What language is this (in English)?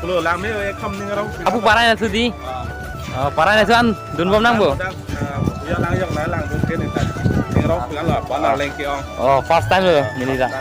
Karbi